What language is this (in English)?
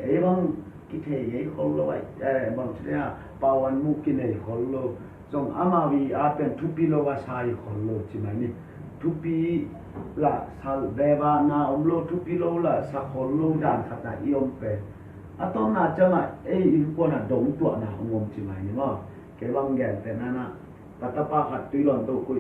Tedim Chin